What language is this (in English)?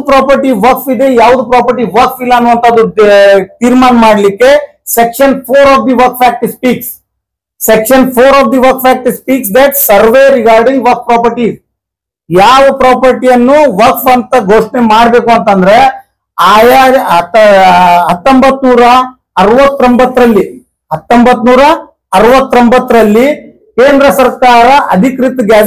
Kannada